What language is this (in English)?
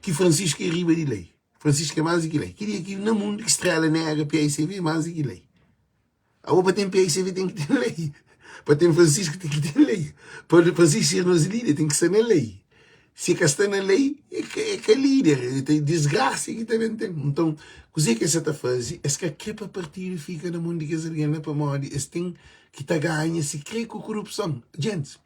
Kabuverdianu